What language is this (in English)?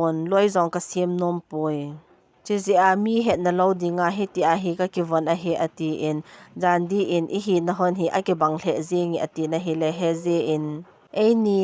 Thado Chin